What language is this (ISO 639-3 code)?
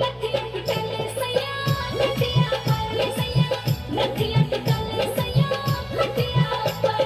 mai